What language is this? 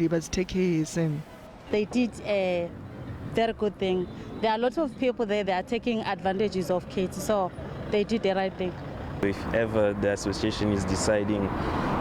Venda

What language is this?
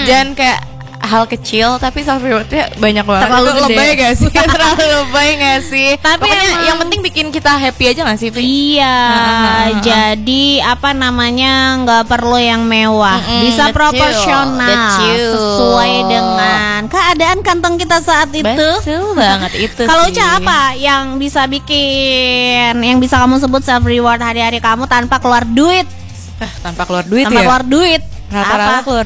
Indonesian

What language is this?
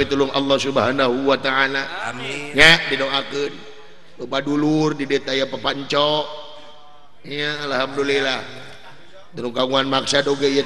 Sundanese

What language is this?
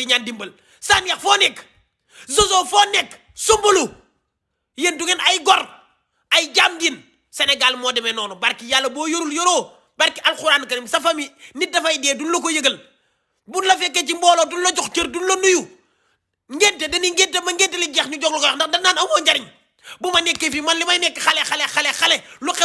Wolof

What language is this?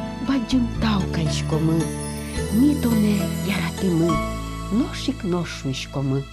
Udmurt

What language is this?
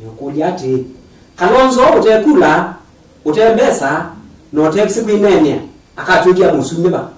Kamba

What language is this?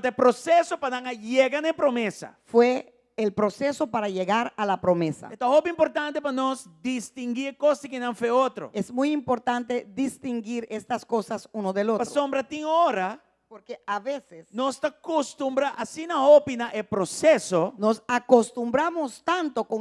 Papiamento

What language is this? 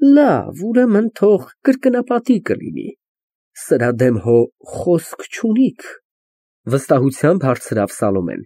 Armenian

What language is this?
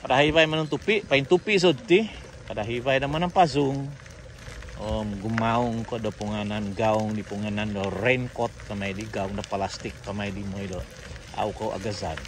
Central Dusun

